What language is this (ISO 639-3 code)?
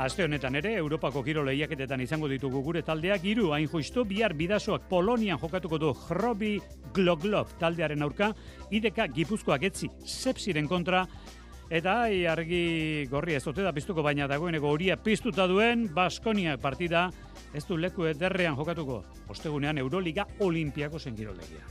eus